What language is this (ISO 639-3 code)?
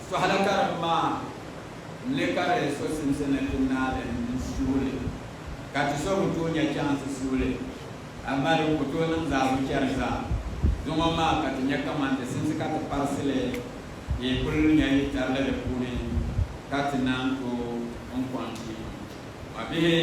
dag